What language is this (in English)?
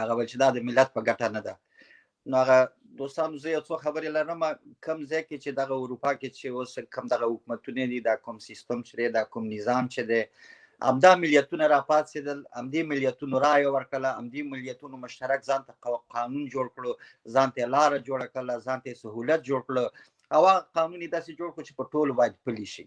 Pashto